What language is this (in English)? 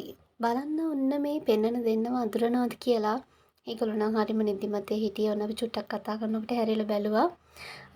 Sinhala